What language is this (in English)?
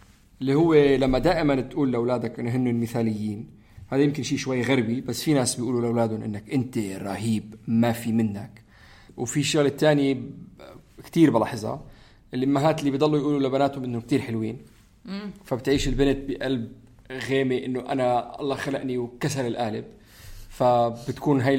North Levantine Arabic